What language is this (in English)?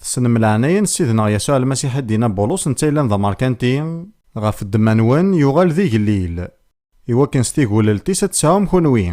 Kabyle